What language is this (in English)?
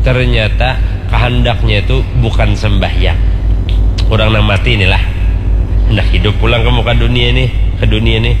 Banjar